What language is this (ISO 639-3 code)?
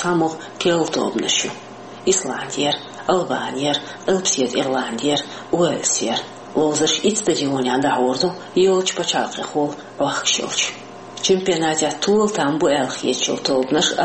che